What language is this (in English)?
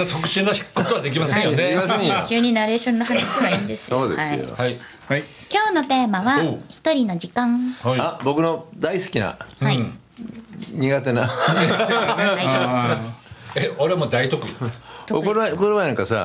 Japanese